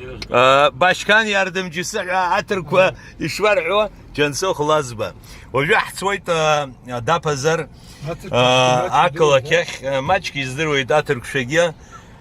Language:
Abkhazian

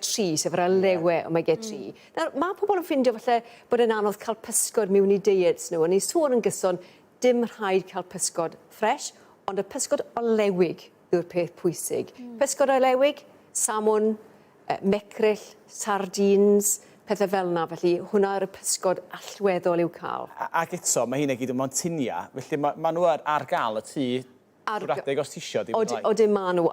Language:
Welsh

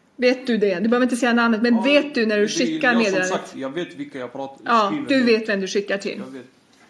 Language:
Swedish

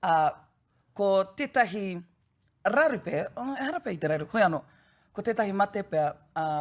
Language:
Māori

